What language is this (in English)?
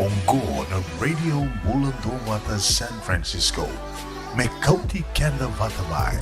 Fijian